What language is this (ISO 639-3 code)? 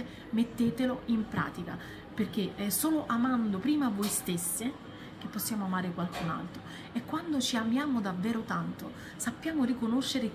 ita